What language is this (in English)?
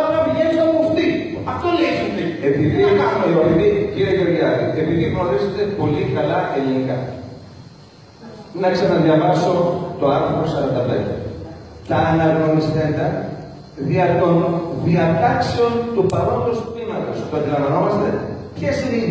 Greek